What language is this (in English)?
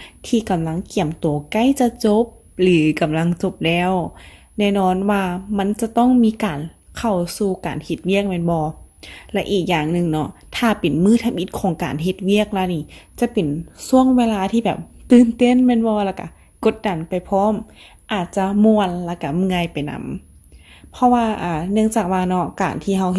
Lao